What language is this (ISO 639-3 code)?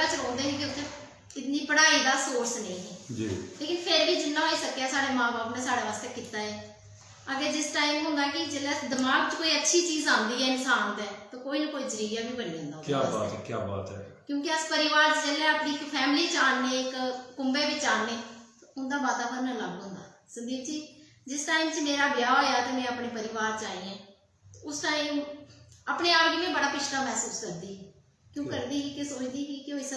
doi